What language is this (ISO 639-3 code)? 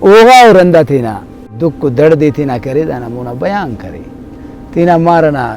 brh